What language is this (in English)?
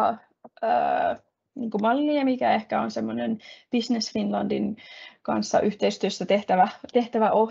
Finnish